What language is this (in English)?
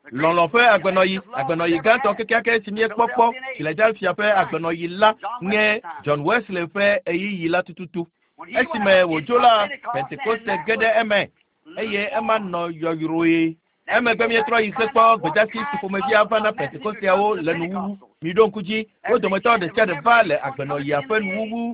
Ewe